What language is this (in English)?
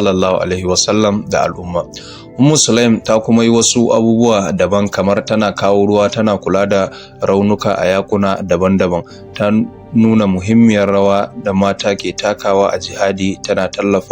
Hausa